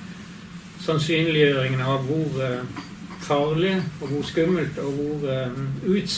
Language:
Norwegian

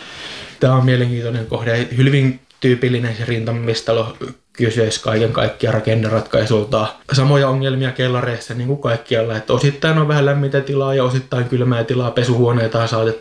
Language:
Finnish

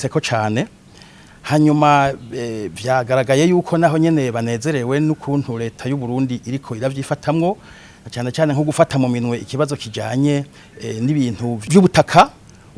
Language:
Rundi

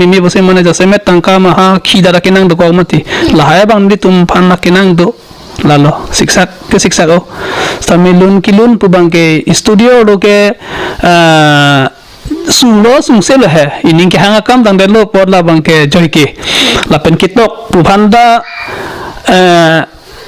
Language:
Karbi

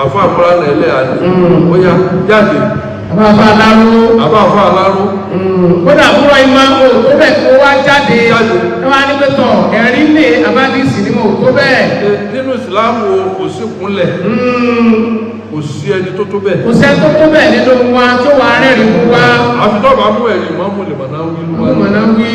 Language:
Yoruba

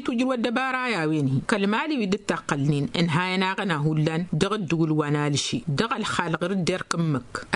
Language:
Tamasheq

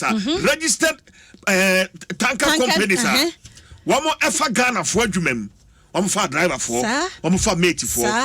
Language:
Akan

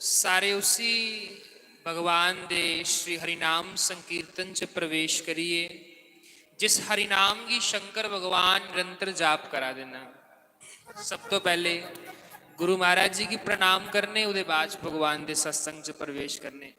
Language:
Dogri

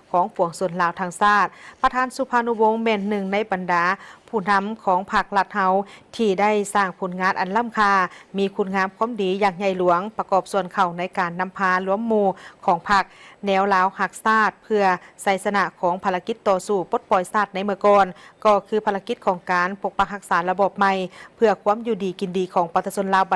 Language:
Lao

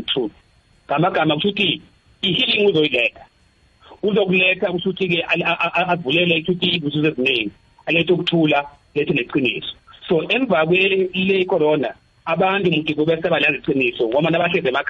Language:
South Ndebele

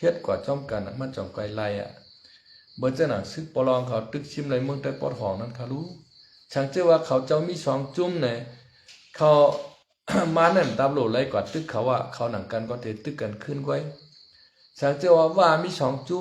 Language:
Shan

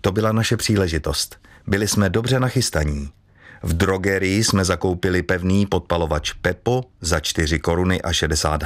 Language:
Czech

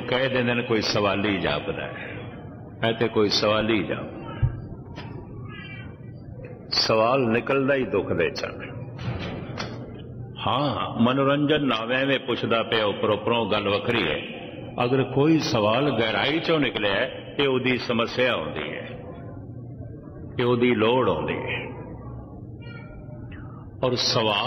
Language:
Punjabi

